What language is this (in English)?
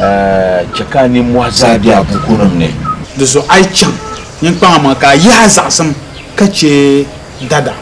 Dagbani